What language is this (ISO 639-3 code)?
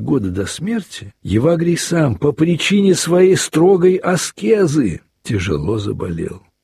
rus